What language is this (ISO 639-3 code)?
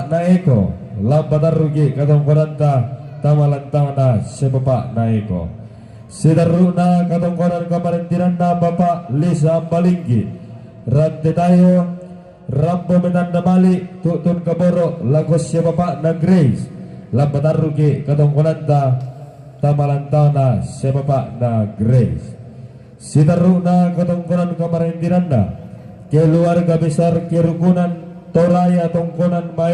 sda